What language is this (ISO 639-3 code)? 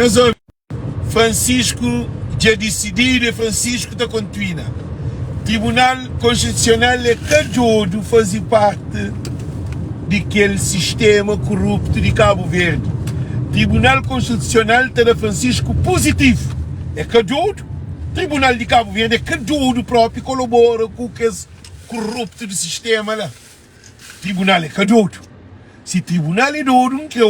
kea